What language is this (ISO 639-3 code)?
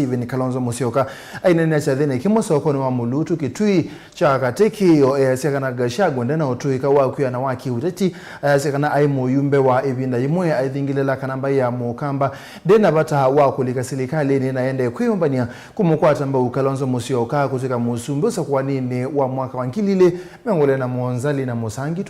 kam